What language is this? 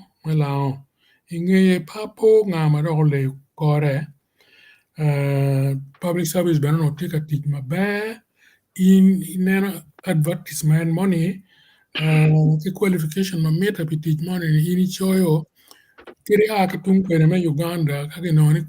Acoli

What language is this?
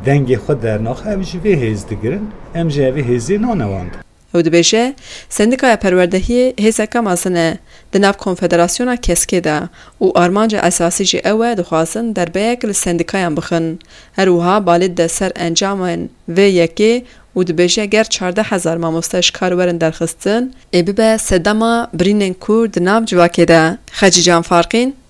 Kurdish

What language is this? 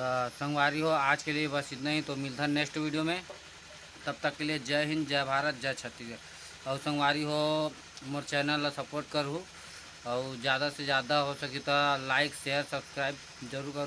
Chhattisgarhi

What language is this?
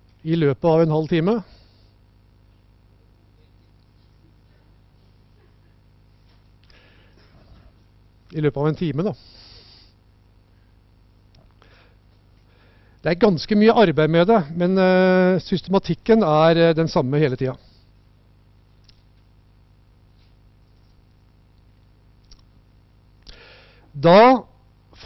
Norwegian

